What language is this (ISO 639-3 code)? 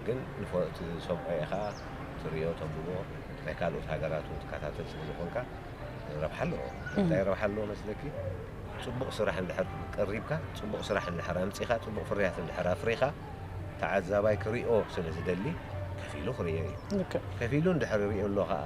tir